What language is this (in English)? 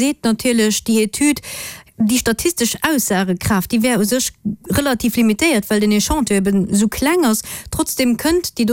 Luxembourgish